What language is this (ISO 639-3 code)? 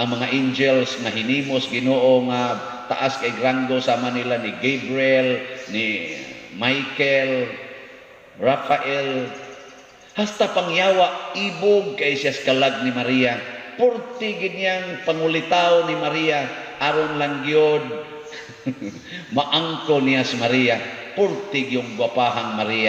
ceb